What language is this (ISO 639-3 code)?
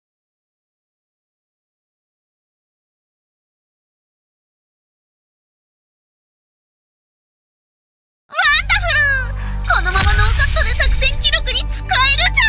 jpn